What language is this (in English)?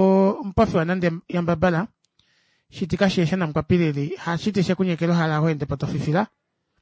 Kuanyama